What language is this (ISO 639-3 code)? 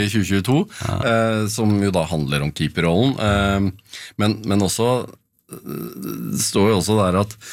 nor